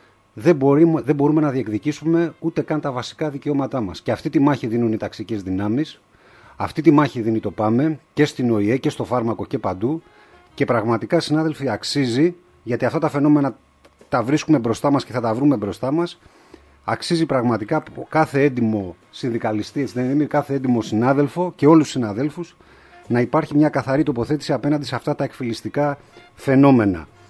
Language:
Greek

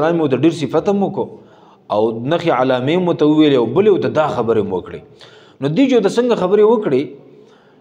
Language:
Pashto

